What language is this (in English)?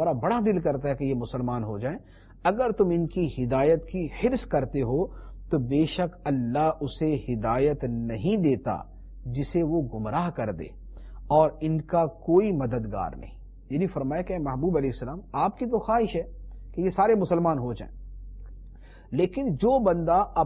Urdu